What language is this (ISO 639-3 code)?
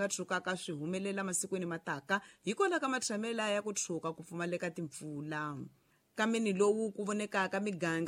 tso